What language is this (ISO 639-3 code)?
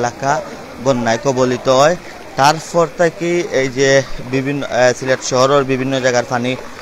syl